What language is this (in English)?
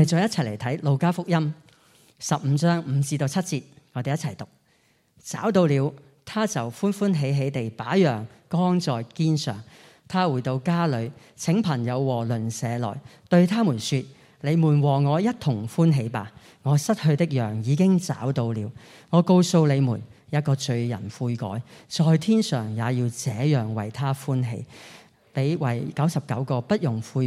Cantonese